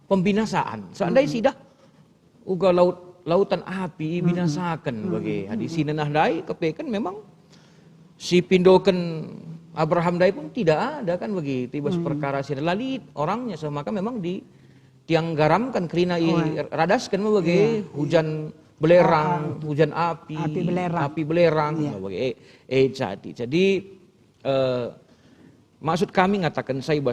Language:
Batak Karo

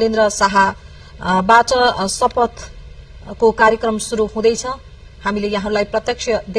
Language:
Nepali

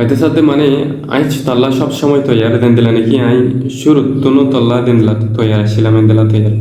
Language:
Rohingya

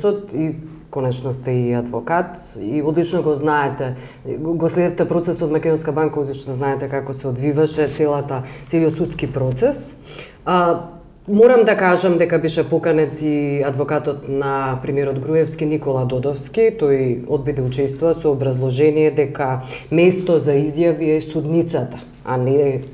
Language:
Macedonian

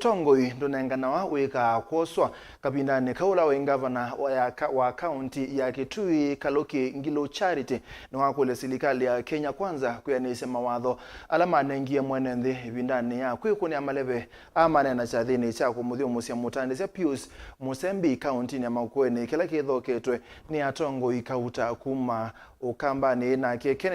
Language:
Kamba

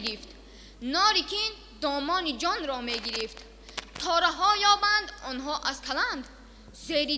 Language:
Tajik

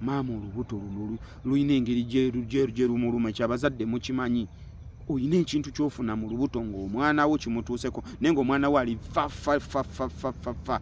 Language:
Ganda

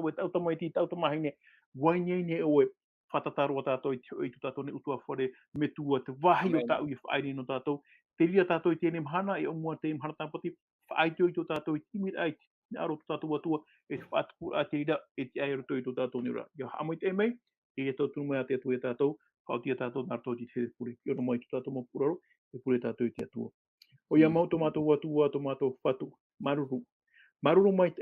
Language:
Tahitian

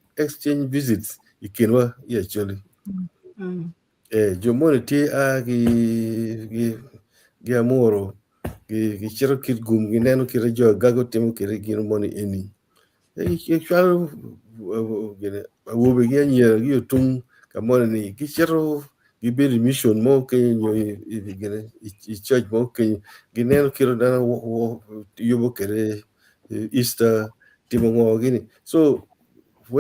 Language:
Acoli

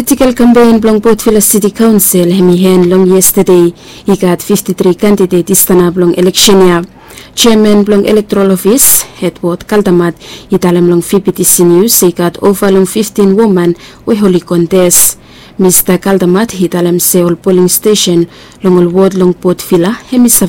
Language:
Bislama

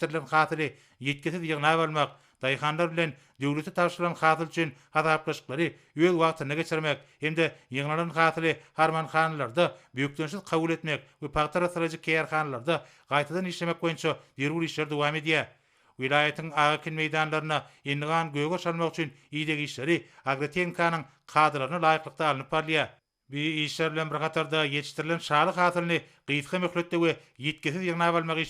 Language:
Turkmen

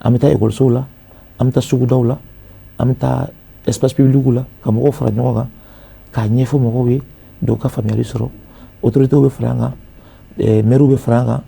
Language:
Bambara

